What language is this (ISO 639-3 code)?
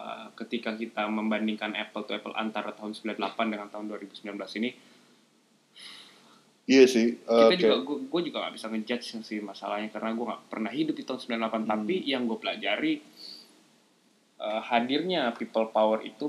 ind